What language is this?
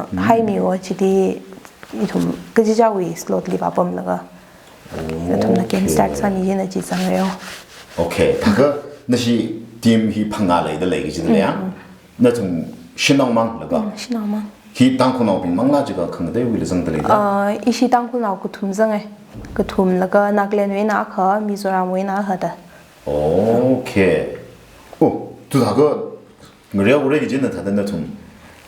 Tangkhul Naga (India)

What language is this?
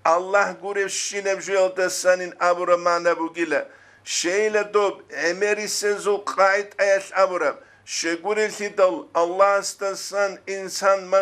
Avaric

